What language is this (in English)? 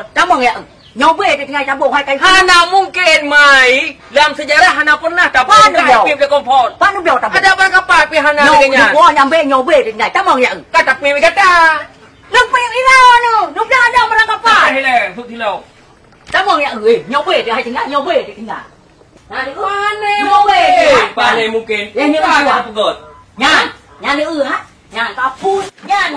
Achinese